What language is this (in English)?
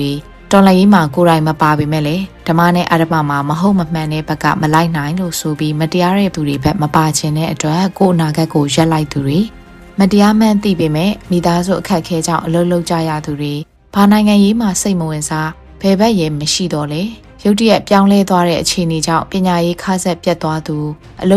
Burmese